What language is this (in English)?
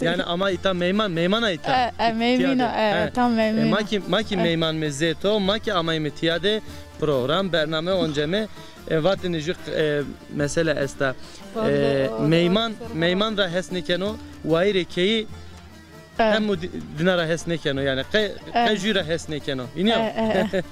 Zaza